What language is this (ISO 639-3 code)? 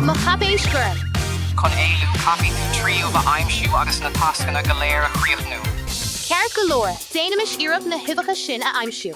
gle